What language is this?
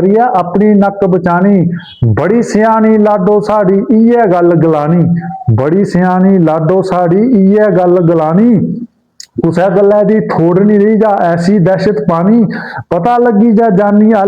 Dogri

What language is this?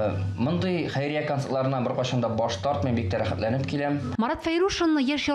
Tatar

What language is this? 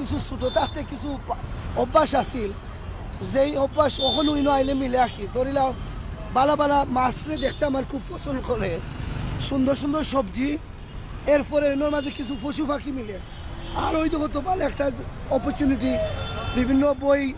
Sylheti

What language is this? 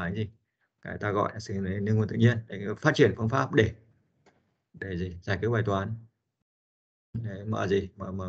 Vietnamese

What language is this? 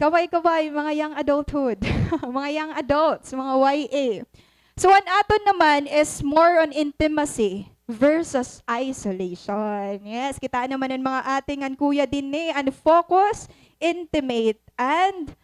Waray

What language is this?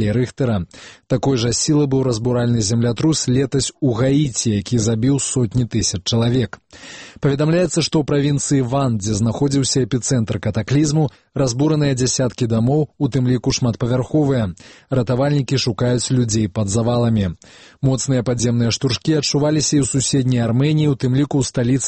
Belarusian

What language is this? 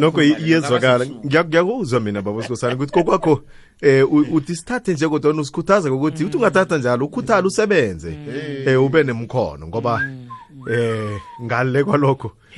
South Ndebele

